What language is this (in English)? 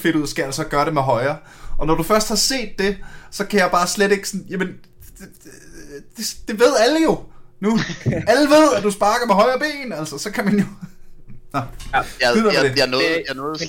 Danish